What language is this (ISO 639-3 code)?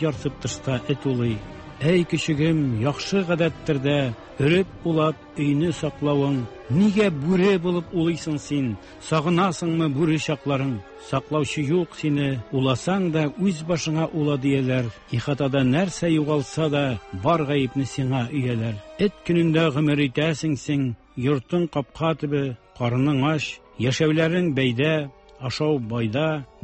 tat